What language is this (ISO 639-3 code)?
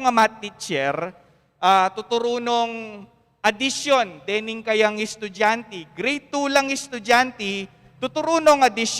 pam